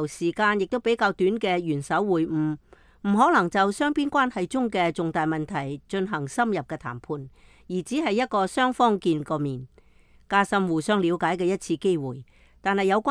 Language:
Cantonese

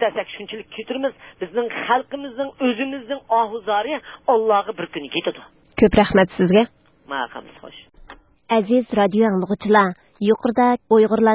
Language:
Uyghur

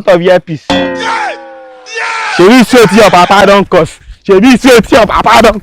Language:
Nigerian Pidgin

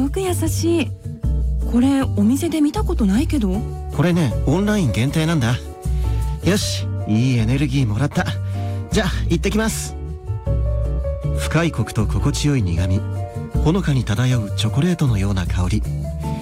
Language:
Japanese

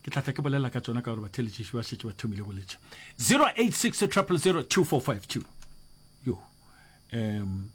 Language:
Northern Sotho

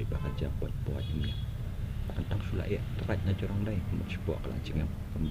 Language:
Khasi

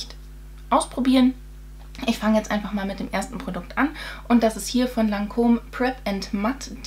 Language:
German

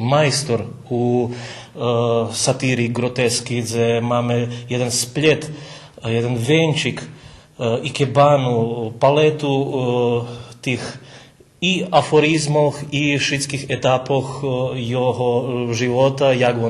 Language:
Rusyn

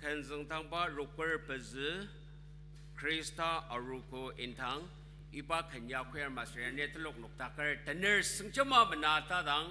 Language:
Ao Naga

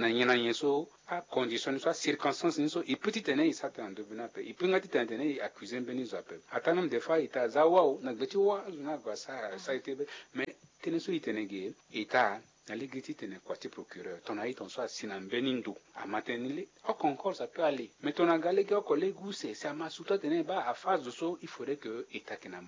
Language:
Sango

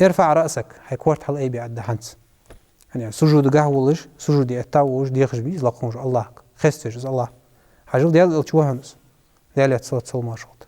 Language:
Ingush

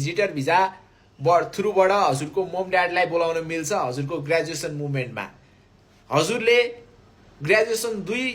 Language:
Nepali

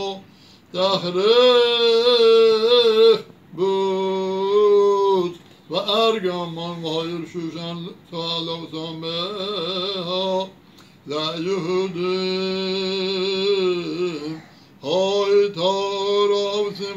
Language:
Persian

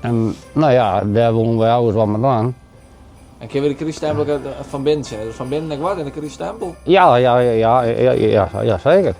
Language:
Western Frisian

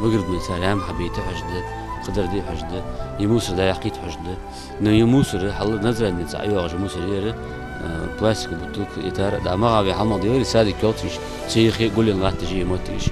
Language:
Ingush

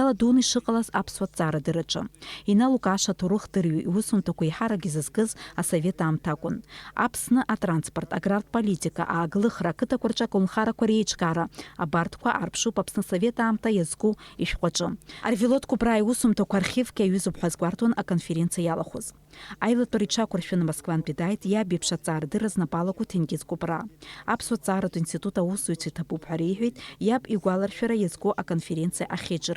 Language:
Abkhazian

